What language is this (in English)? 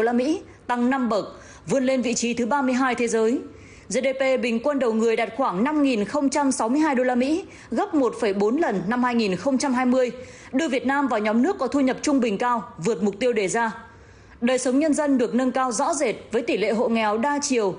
Vietnamese